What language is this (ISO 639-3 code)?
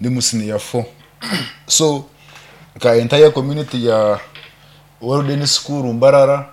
nyn